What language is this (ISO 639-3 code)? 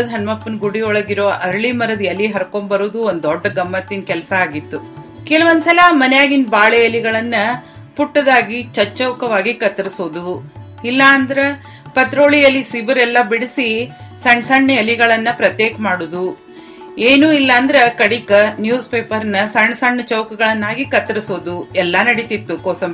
kan